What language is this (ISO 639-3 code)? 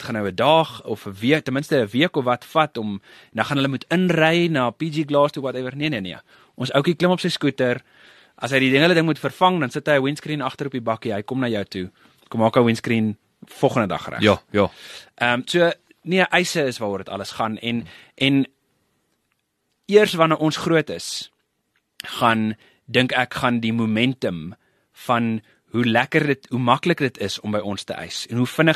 afr